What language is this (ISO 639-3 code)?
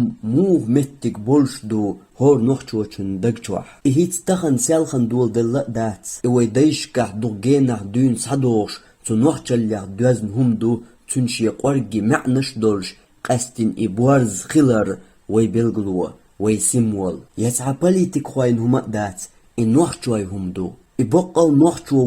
che